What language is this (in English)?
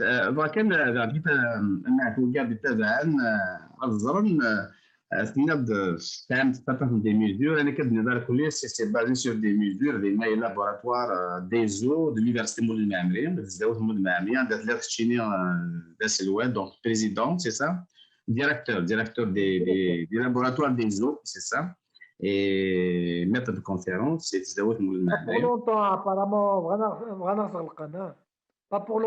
Kabyle